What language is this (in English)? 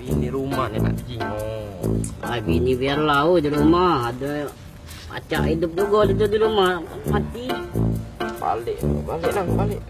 Musi